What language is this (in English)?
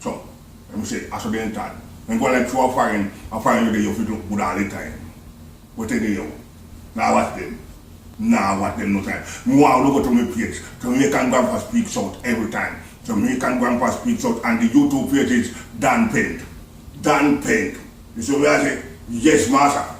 Jamaican Creole English